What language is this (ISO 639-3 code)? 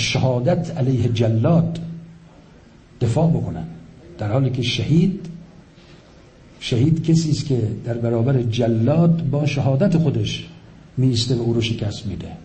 fas